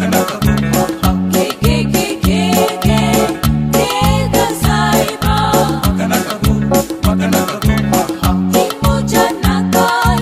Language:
Konkani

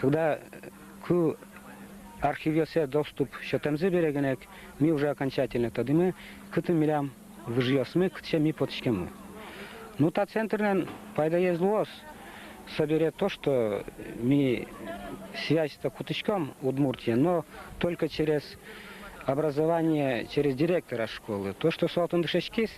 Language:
Udmurt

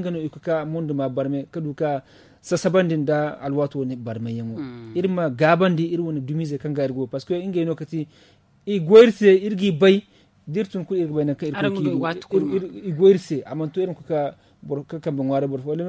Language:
Zarma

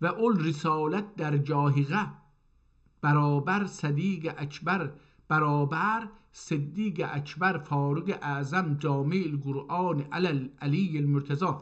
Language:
South Azerbaijani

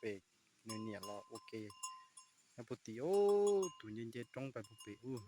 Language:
Hmong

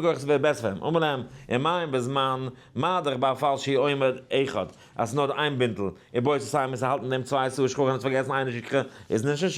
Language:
Yiddish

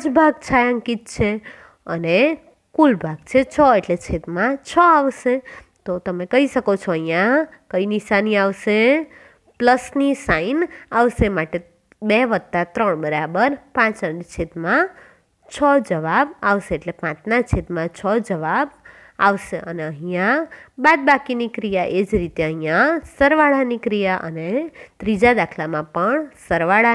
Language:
Gujarati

